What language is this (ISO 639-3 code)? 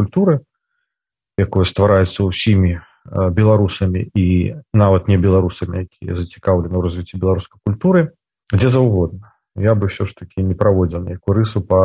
bel